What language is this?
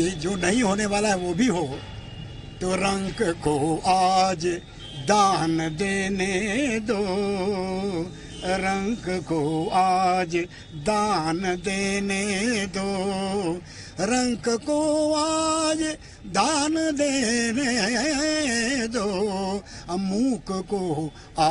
Gujarati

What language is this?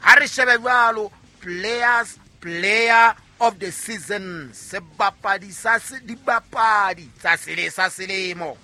Southern Sotho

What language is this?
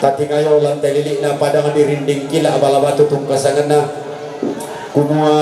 Toraja-Sa'dan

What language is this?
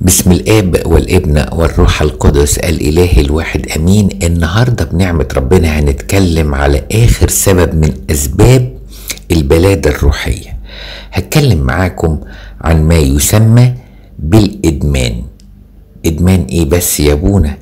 Egyptian Arabic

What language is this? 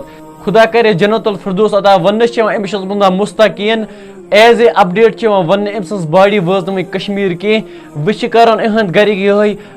Kashmiri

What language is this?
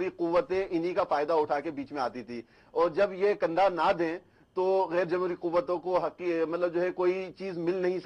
Urdu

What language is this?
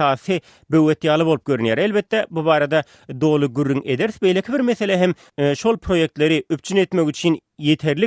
Turkmen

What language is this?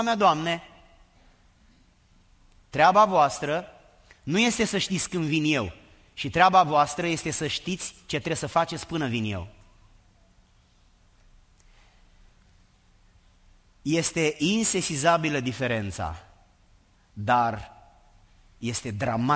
Romanian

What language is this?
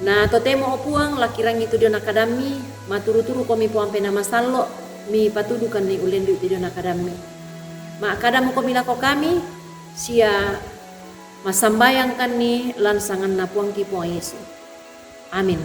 Toraja-Sa'dan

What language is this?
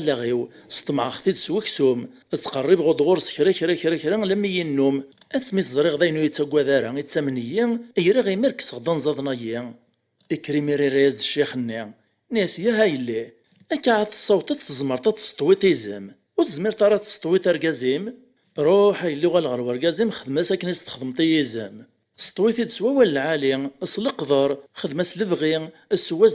Kabyle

